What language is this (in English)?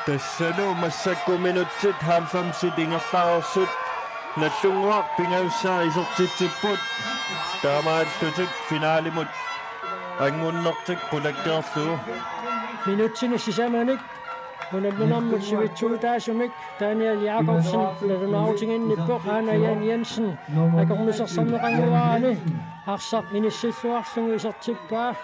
Kalaallisut